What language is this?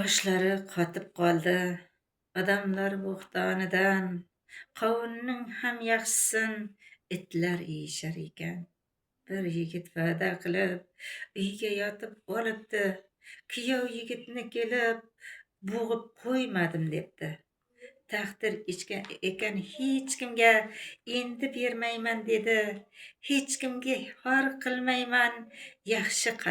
Uzbek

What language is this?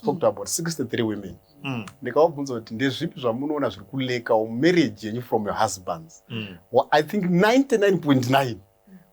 Shona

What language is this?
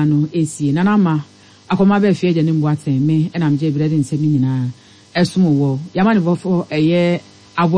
Akan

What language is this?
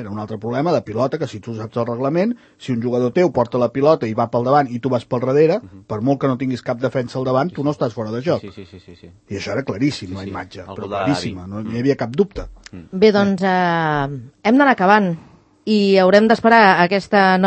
Catalan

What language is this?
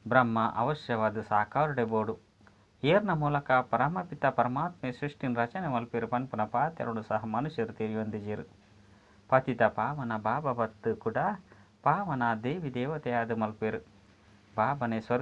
Tulu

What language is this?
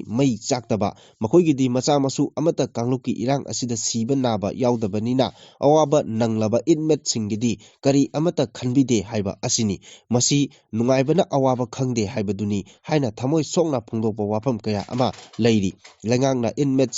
Manipuri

